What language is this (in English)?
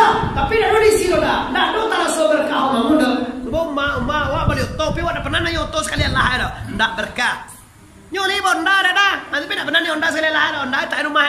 Minangkabau